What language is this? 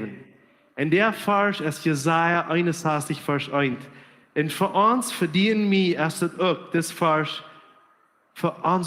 Plautdietsch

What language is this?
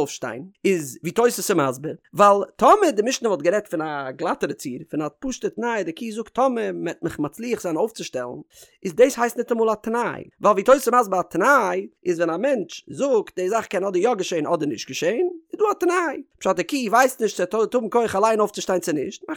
Yiddish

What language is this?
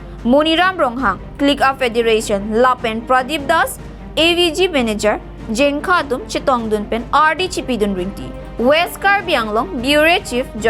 Karbi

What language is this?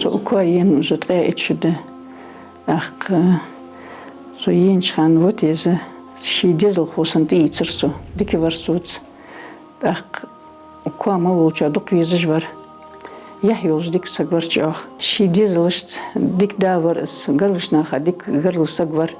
Ingush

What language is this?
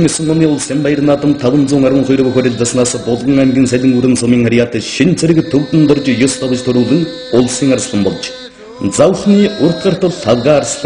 Mongolian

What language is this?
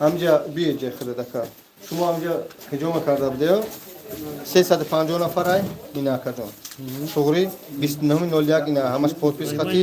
Tajik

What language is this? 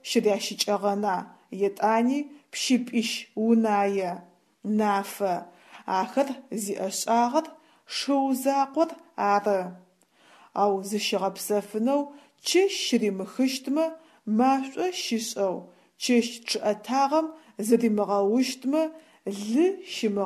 Adyghe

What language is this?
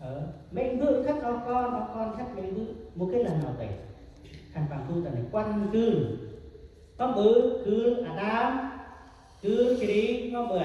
Central Mnong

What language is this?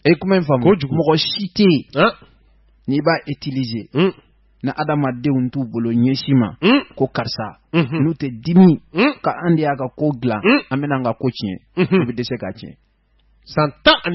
Bambara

